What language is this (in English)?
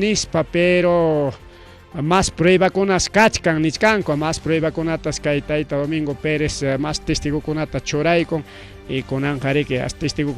Ayacucho Quechua